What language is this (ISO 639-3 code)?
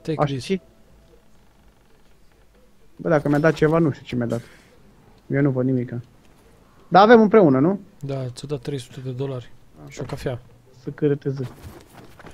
ron